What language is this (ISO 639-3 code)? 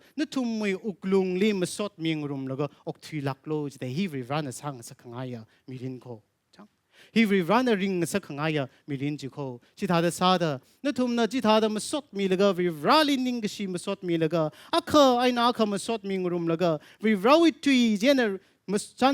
nmf